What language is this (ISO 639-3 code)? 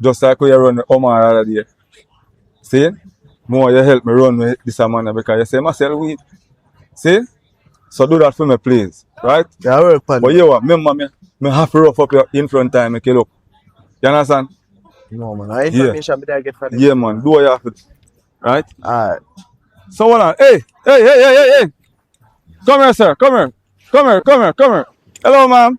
jam